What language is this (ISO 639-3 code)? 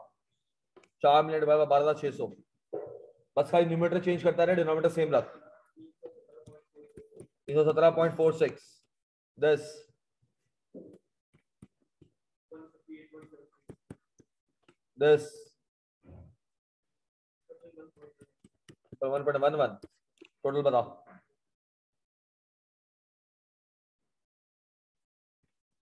hin